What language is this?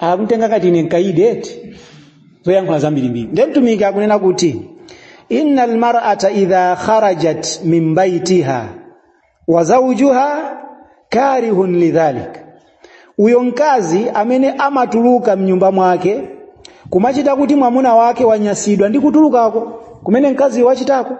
Nyanja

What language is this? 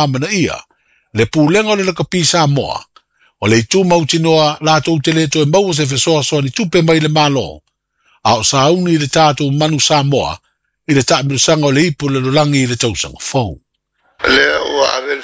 Samoan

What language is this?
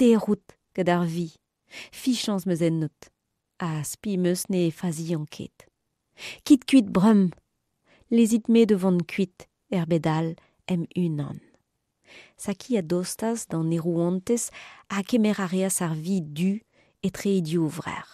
Breton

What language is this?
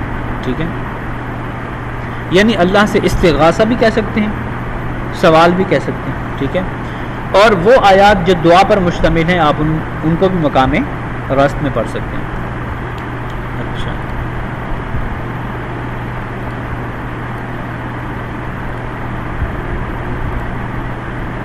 Urdu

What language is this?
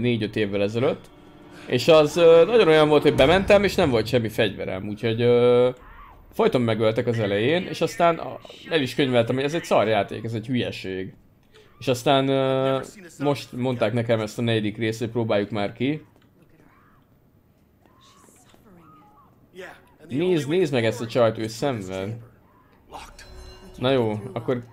Hungarian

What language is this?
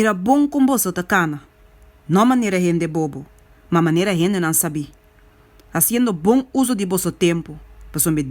Papiamento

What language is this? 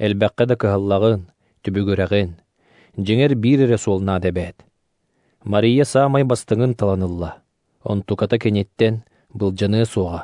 Yakut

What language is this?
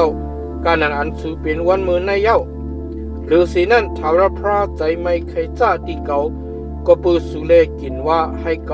Shan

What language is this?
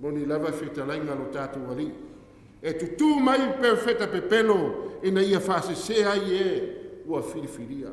Samoan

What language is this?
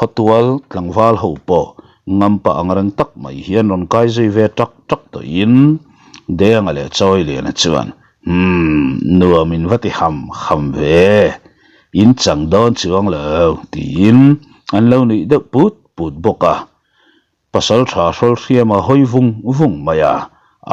Mizo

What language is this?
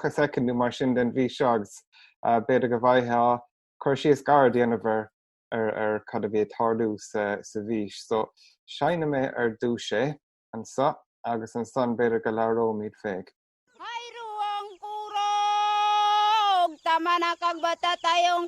Irish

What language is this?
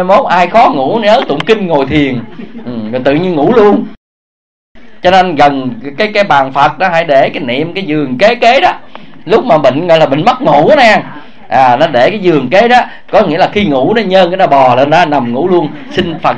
Vietnamese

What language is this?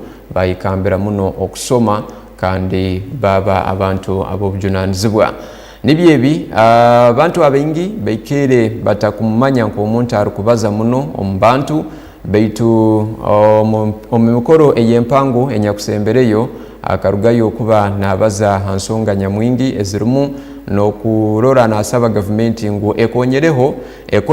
Tooro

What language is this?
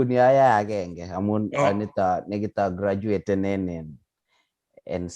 Kalenjin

